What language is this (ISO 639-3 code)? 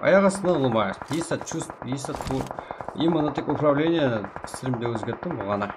kaa